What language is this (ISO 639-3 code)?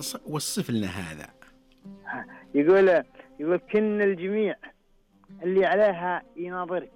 ars